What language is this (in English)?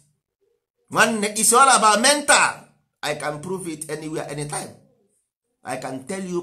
Igbo